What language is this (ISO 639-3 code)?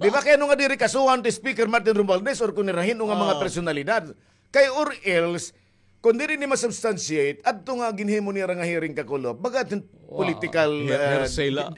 war